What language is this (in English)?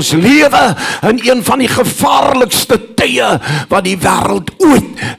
Afrikaans